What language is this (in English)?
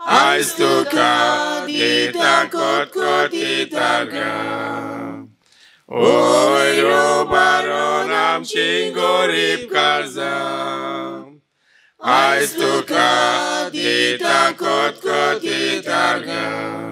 Konkani